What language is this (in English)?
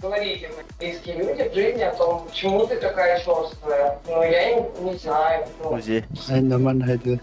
Yakut